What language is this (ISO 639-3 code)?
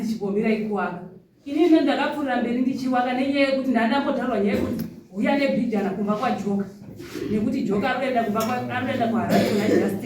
sna